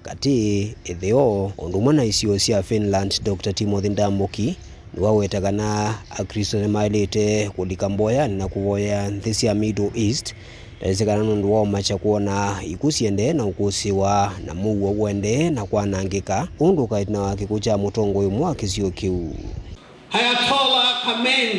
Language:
Kamba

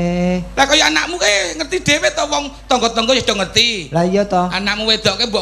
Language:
Javanese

